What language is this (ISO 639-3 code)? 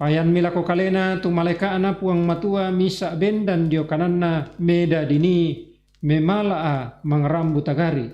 sda